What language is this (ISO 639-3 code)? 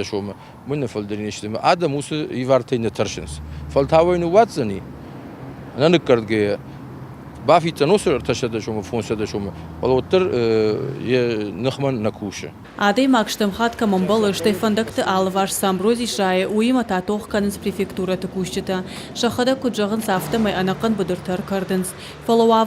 oss